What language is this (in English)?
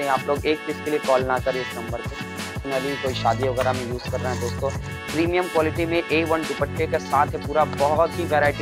Hindi